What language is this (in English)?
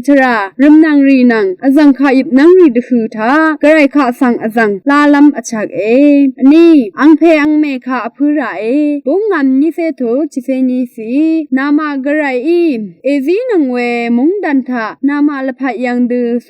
Rawang